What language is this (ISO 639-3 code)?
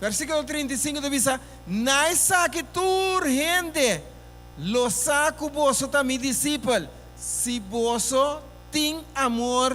pap